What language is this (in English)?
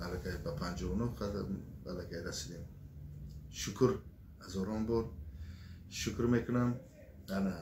Tajik